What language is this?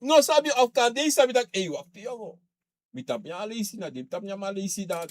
Sranan Tongo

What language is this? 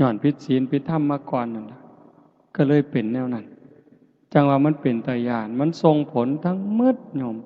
Northeastern Thai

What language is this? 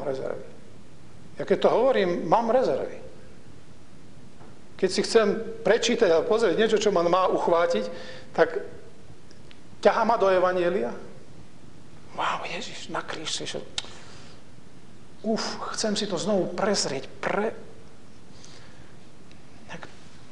Slovak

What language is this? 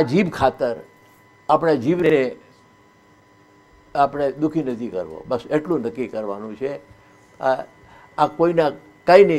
Gujarati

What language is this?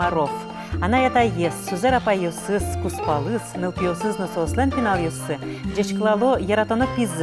Udmurt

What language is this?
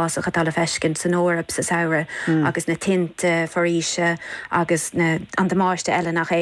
Irish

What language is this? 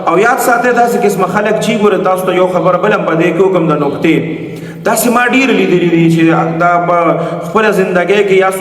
Pashto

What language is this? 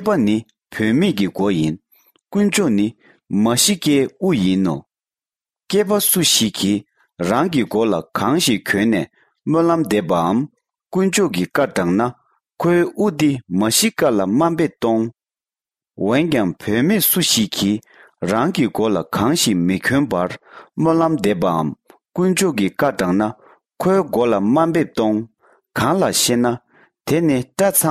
Tibetan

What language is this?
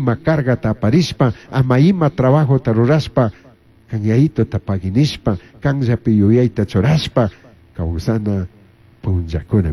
Chimborazo Highland Quichua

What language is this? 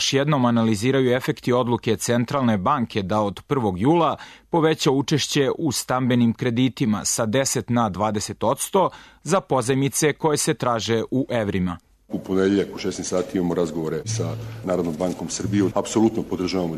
Serbian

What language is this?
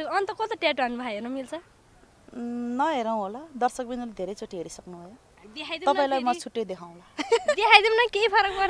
Nepali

